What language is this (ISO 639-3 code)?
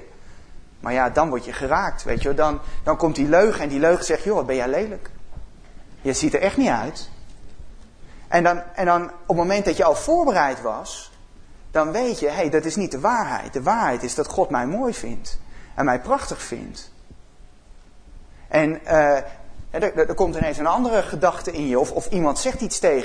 nld